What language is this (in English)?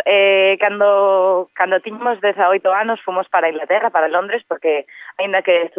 Galician